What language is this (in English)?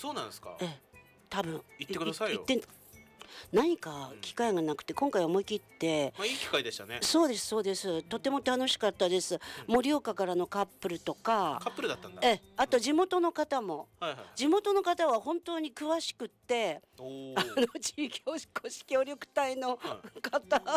Japanese